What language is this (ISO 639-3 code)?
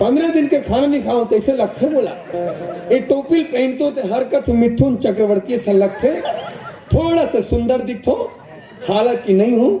hne